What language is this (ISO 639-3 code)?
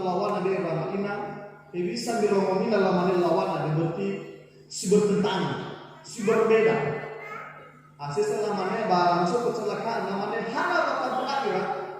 nia